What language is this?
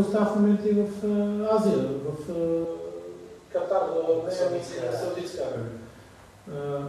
Bulgarian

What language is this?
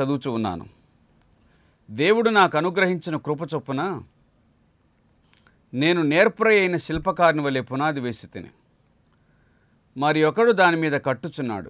Telugu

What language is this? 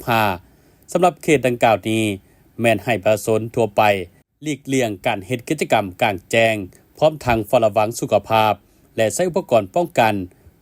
Lao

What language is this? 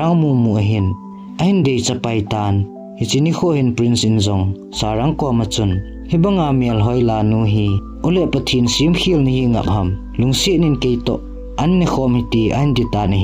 Thado Chin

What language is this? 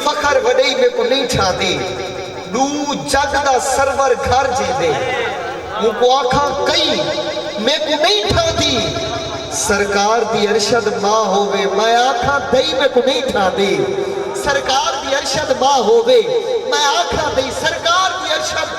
Saraiki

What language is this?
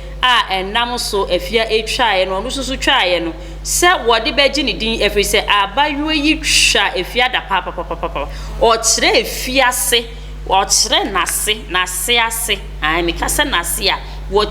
Akan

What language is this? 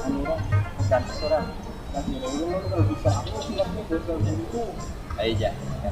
Banjar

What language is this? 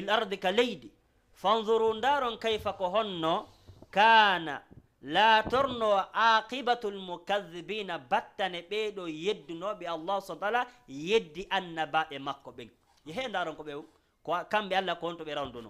Fula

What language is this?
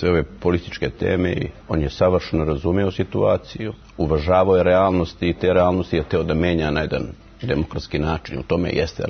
Serbian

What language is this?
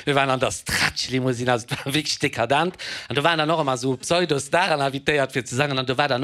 Luxembourgish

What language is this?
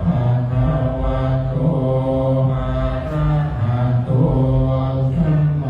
Pali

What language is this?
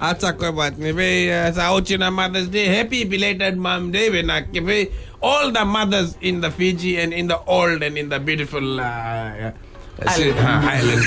Fijian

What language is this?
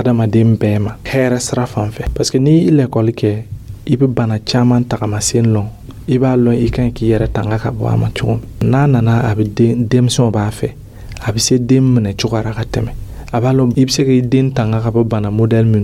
Dyula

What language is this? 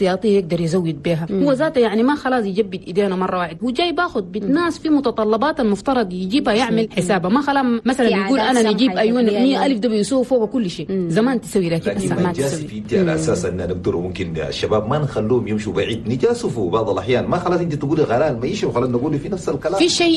Chadian Arabic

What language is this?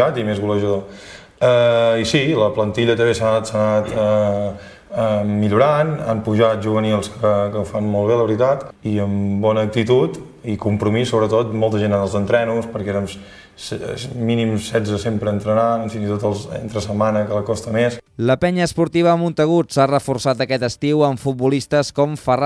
Catalan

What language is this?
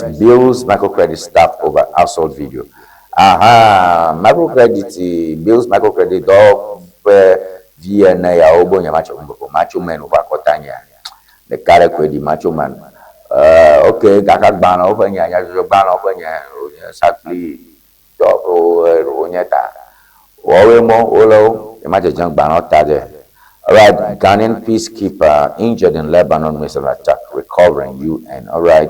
Ewe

